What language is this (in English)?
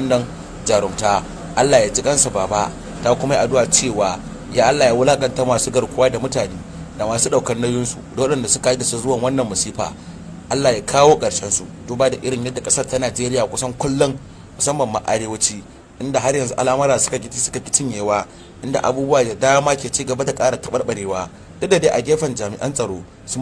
Hausa